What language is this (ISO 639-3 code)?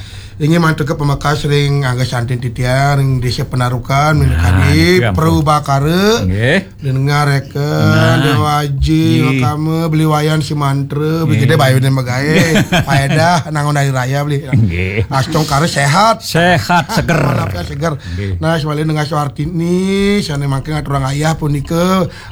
ban